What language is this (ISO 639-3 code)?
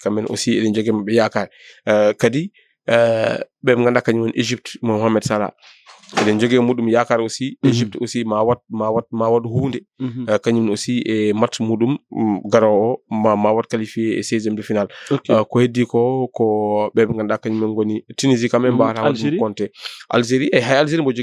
ful